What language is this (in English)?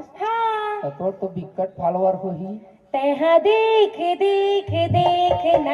Chhattisgarhi